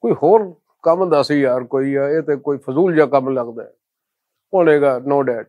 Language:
Western Panjabi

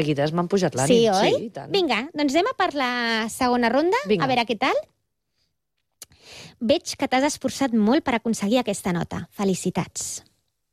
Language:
Catalan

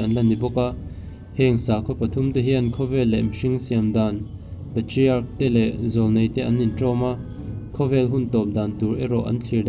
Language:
Mizo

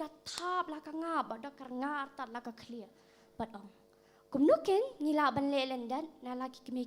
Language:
Khasi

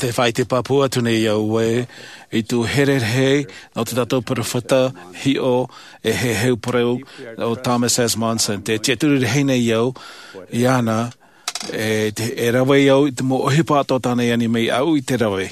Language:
Tahitian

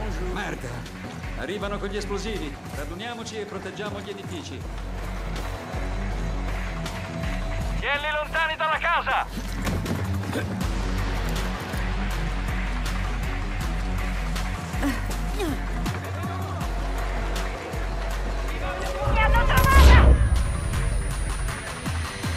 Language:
Italian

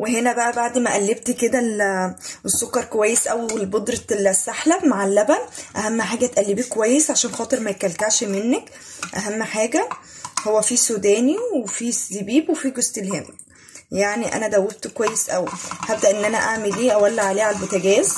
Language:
Egyptian Arabic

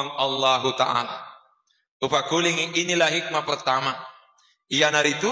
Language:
Buginese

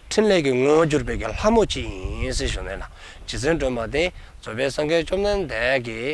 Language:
Dzongkha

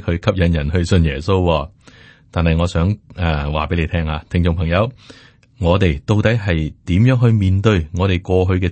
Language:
Cantonese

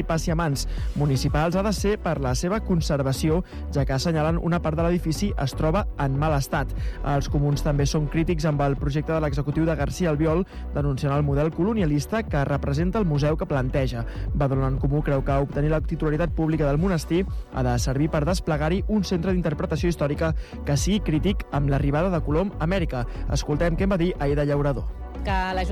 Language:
Catalan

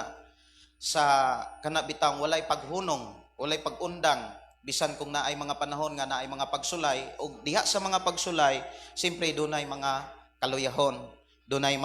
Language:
Cebuano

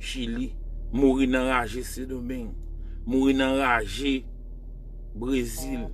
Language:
Haitian Creole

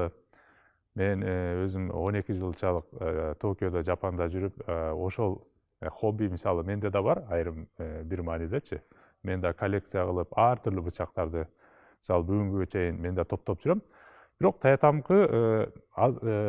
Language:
Kyrgyz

